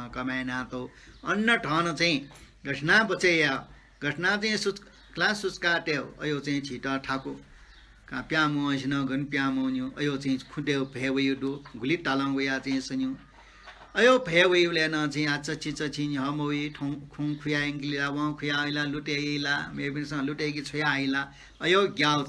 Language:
Newari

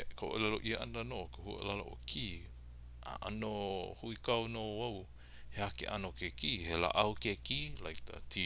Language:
Hawaiian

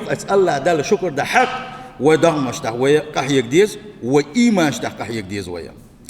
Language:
Chechen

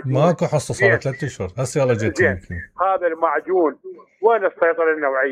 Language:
Mesopotamian Arabic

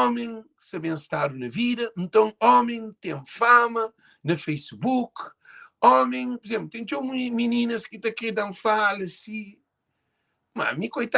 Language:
Kabuverdianu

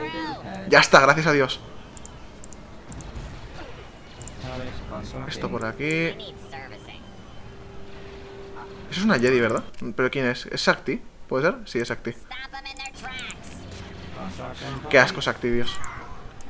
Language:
Spanish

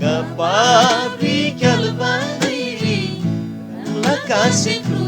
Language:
Eastern Tamang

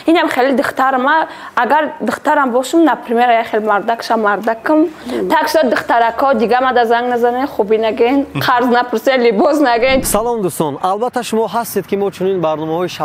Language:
Tajik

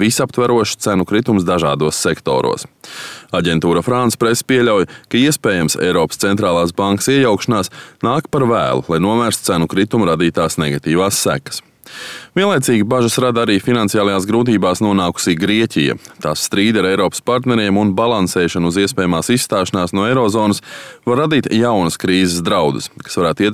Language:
Latvian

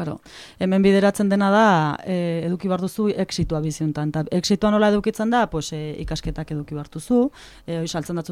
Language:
Basque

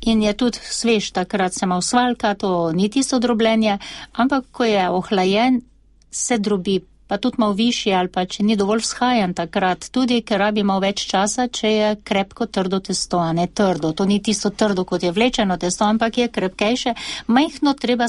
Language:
Slovenian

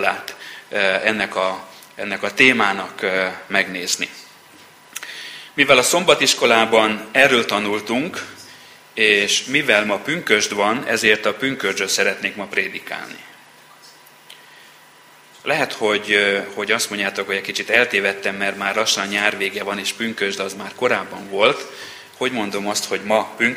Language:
Hungarian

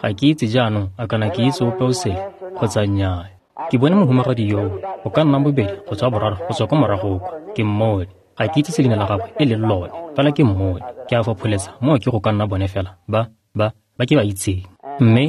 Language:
Tswana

